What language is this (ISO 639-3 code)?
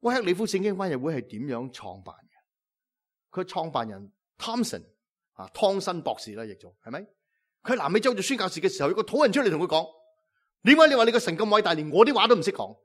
yue